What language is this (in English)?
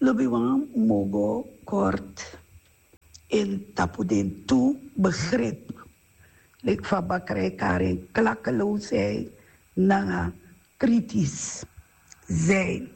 Sranan Tongo